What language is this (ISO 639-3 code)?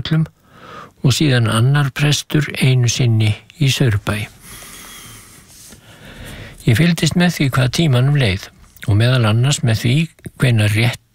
isl